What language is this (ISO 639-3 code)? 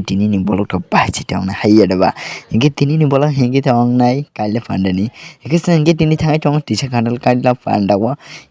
trp